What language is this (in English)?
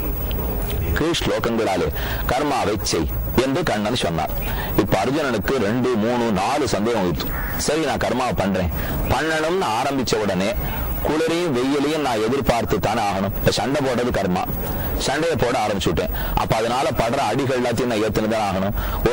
Tamil